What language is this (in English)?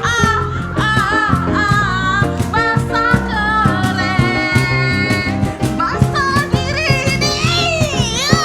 Musi